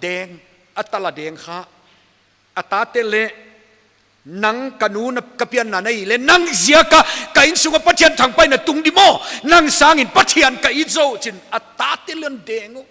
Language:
Paite Chin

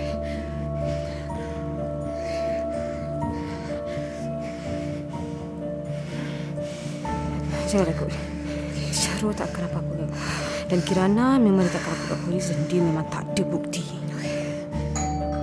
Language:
Malay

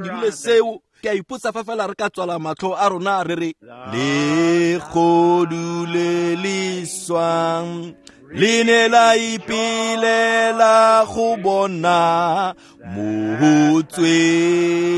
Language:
Tswana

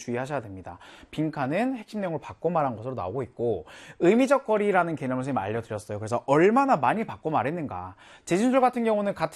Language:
Korean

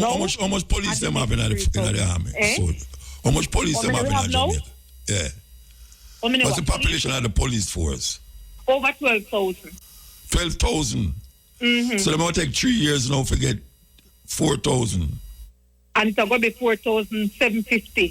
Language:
Jamaican Creole English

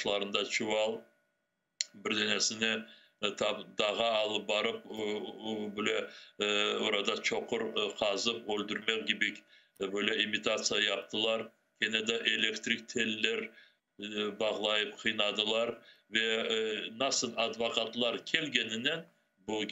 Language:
Crimean Tatar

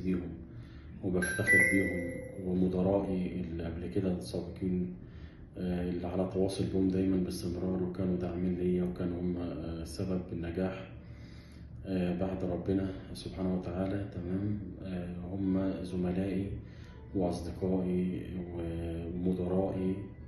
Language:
Egyptian Arabic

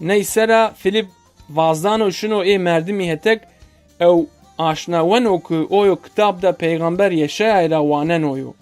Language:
Zaza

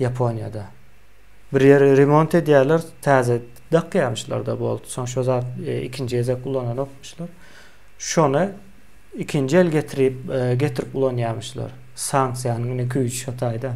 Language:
Turkmen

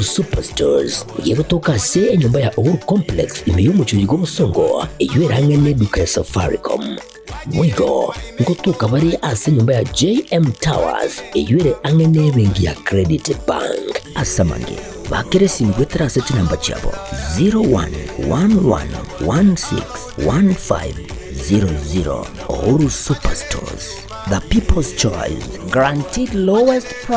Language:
Gusii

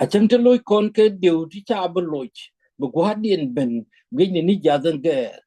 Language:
Nuer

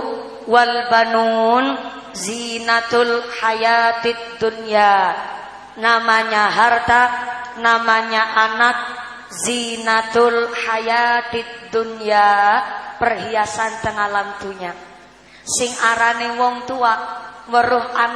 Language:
Javanese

